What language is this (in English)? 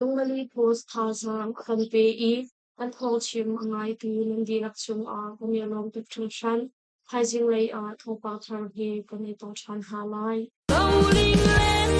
Hakha Chin